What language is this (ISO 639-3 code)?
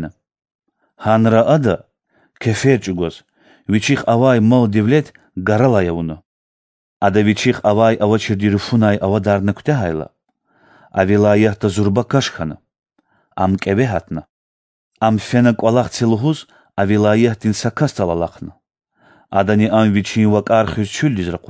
lez